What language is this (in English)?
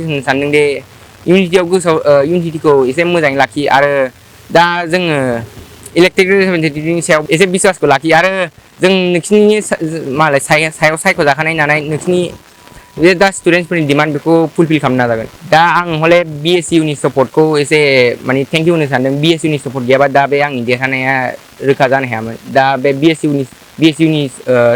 Bodo